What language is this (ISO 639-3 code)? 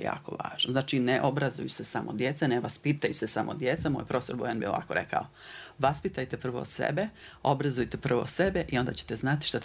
bos